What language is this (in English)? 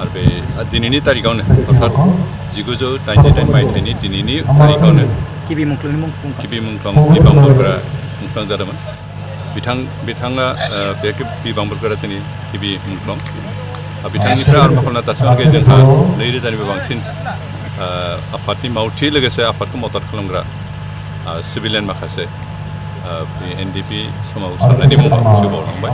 Bodo